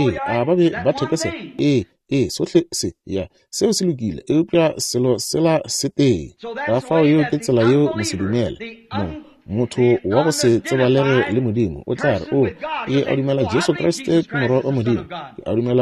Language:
Northern Sotho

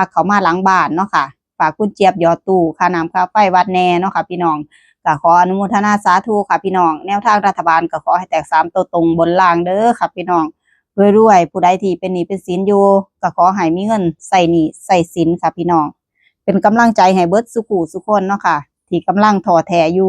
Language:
Northeastern Thai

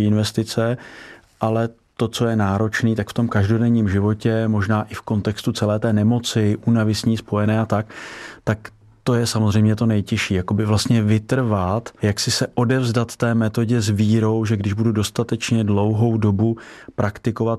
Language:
Czech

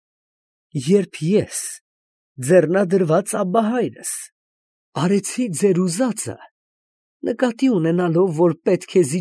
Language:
Armenian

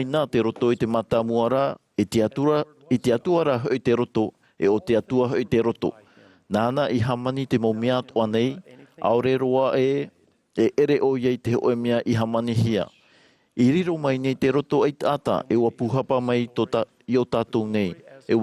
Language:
Tahitian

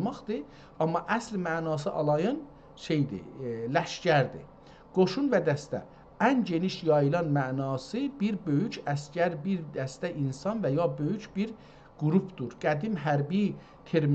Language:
South Azerbaijani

